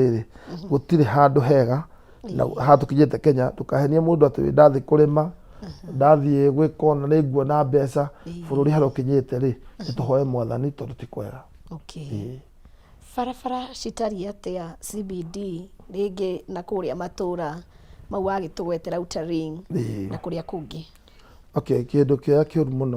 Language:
Kikuyu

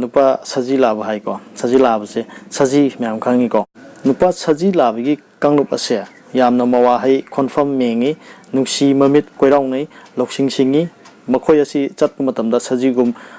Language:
Manipuri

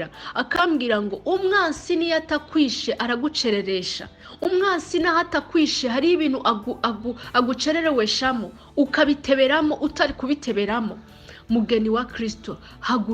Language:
Rundi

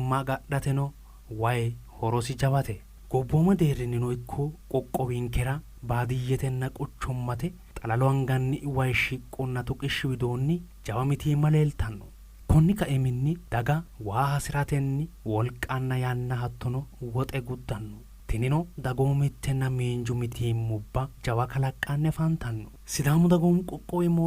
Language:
Sidamo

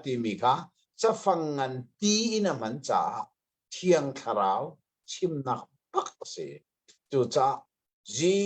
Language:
Hakha Chin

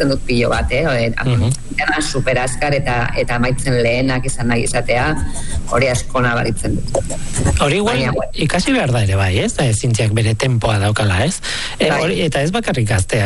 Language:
Basque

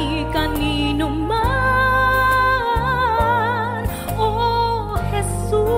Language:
Filipino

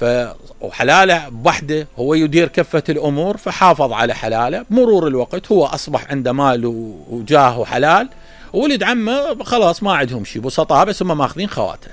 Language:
Mesopotamian Arabic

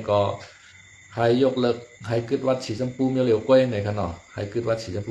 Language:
Shan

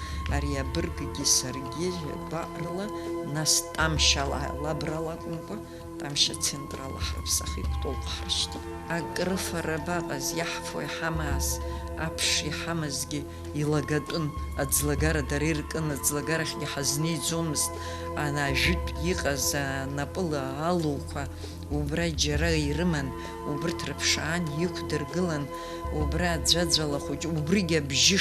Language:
Abkhazian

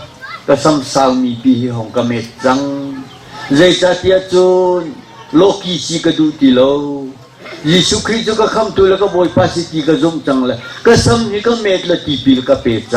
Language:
Hakha Chin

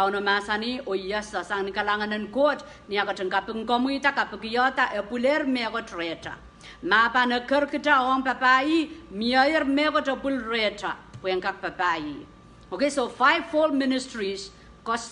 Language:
Pohnpeian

